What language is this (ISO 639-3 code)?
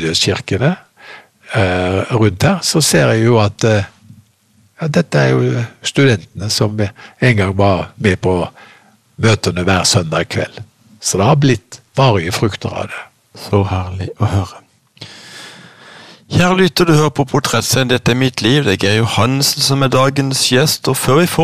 nor